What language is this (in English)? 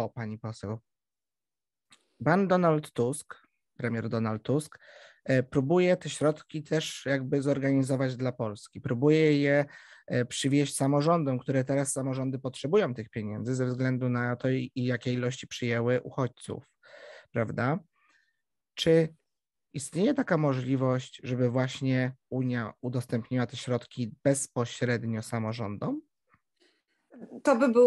Polish